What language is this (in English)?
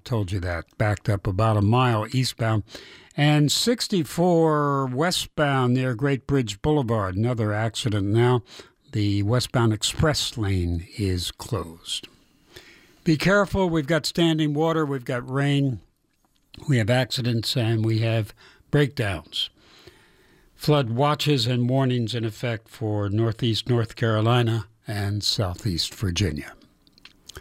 English